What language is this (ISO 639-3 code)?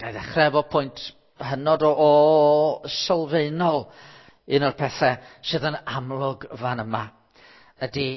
cym